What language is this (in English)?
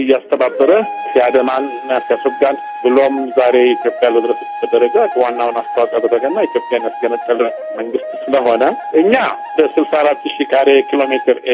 Amharic